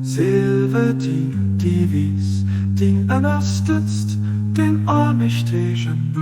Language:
Luxembourgish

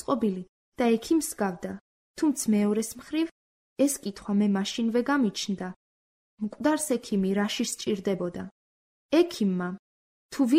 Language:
Georgian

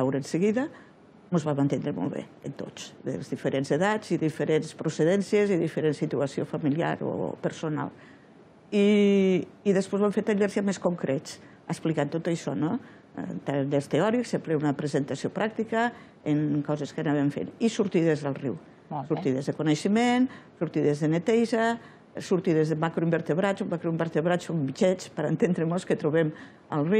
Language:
Catalan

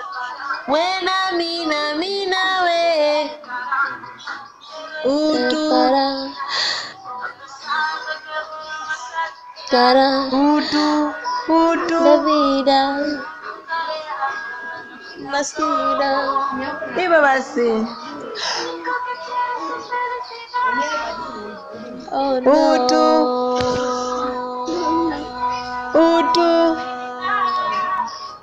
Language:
Swahili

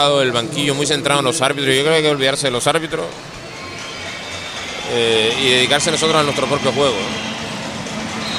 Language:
Spanish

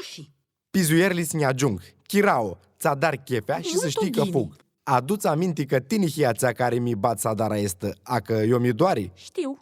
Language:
Aromanian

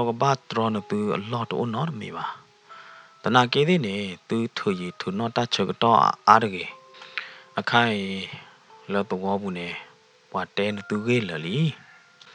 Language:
S'gaw Karen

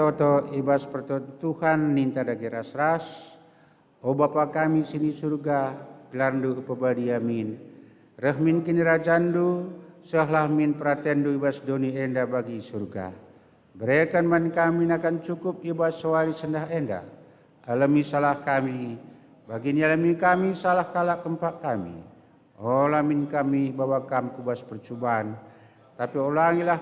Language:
Batak Karo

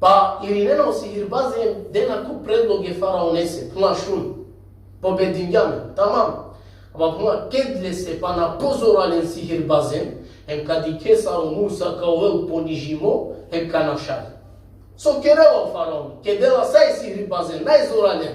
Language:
Balkan Romani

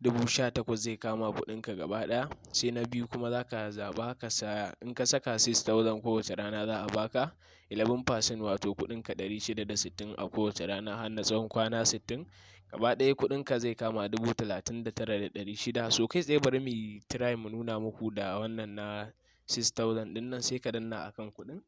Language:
Hausa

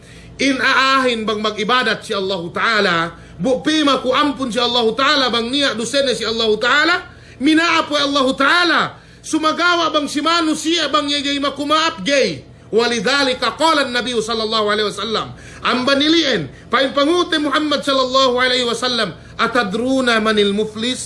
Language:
Yakan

